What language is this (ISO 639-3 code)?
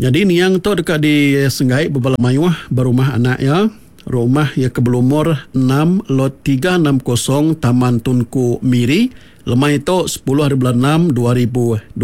iba